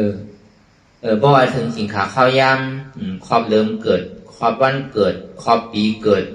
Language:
Shan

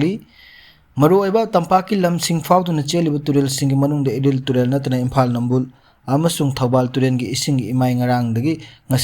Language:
Manipuri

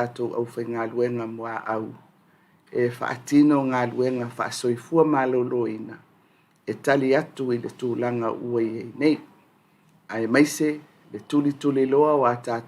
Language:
Samoan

